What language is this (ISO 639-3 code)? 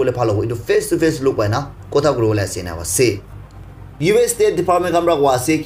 nag